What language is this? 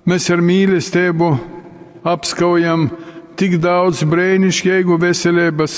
Latgalian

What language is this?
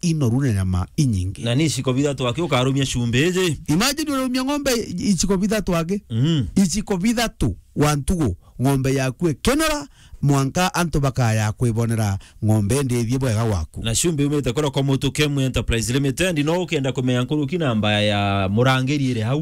Meru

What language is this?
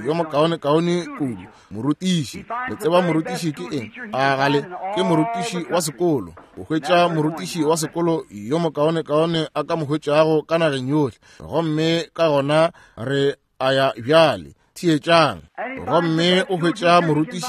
Northern Sotho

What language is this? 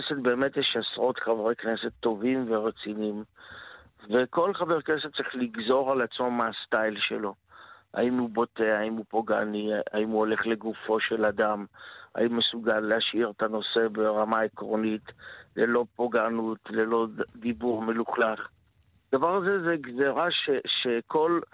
Hebrew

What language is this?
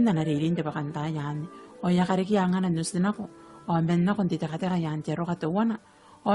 Gilbertese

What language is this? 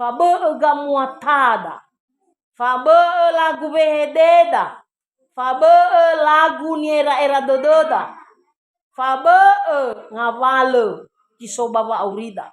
Nias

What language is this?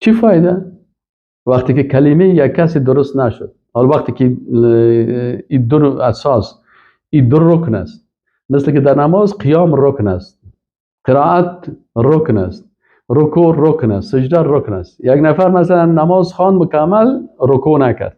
Persian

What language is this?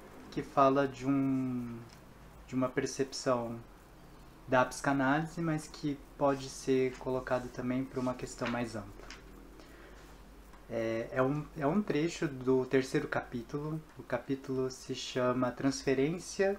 Portuguese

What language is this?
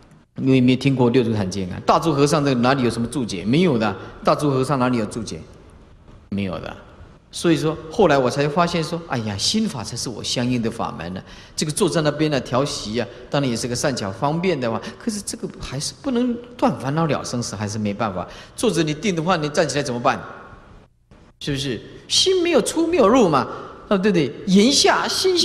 Chinese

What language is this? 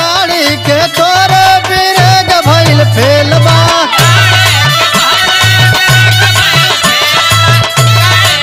Bhojpuri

